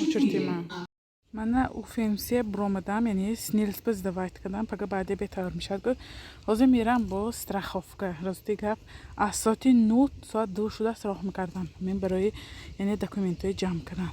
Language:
Tajik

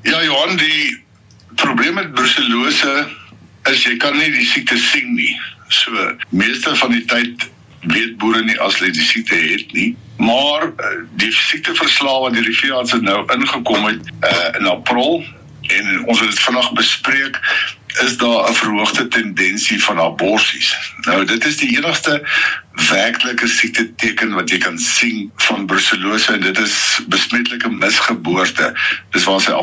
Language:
Afrikaans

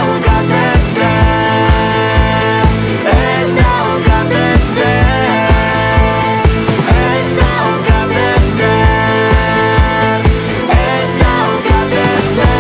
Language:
Basque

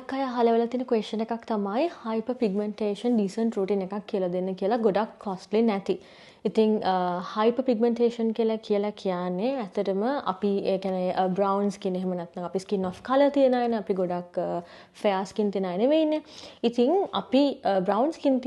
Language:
Sinhala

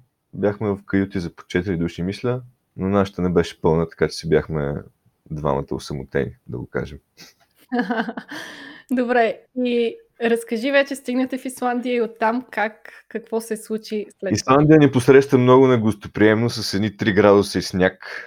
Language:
Bulgarian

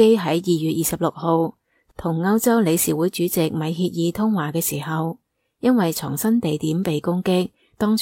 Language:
Cantonese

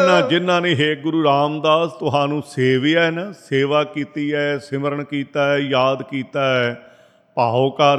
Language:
Punjabi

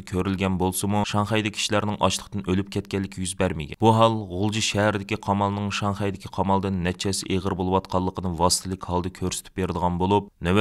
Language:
Uyghur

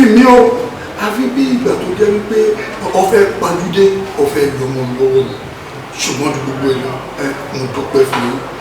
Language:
Yoruba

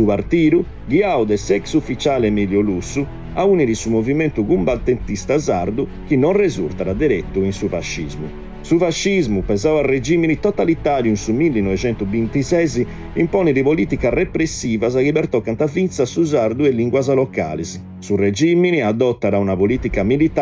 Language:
Sardinian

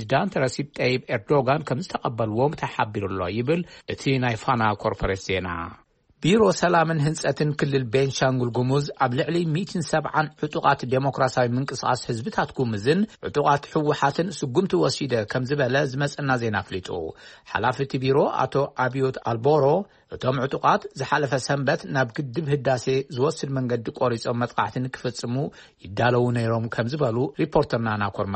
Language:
Tigrinya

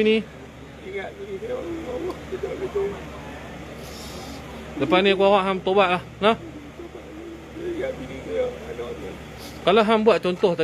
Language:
Malay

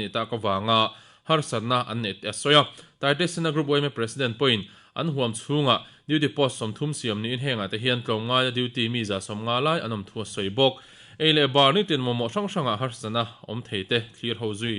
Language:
Mizo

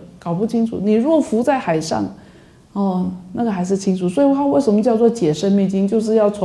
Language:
Chinese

